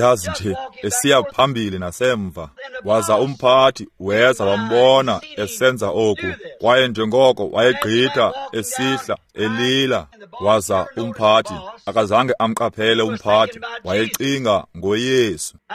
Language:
Xhosa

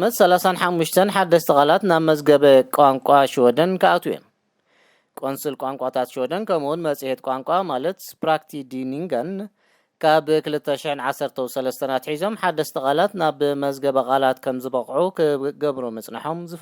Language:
Tigrinya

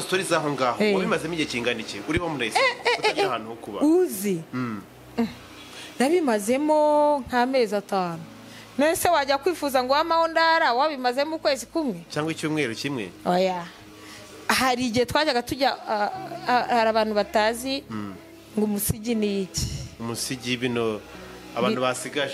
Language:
Kinyarwanda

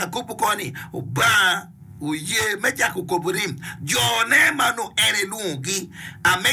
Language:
Acoli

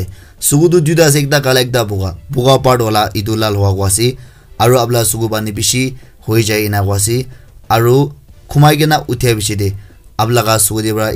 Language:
Naga Pidgin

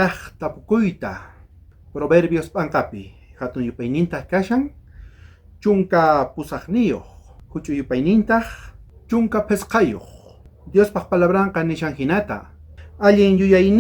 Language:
South Bolivian Quechua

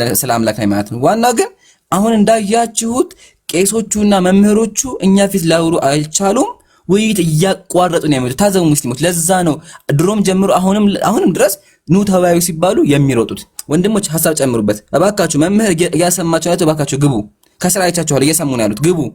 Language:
Amharic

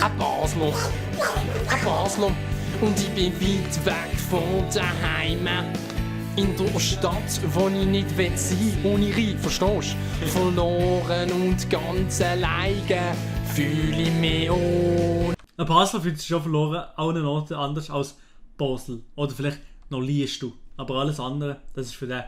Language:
Swiss German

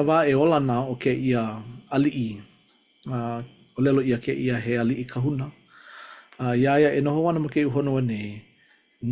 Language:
Hawaiian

